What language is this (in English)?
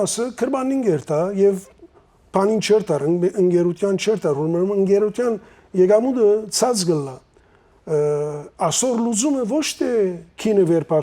Western Armenian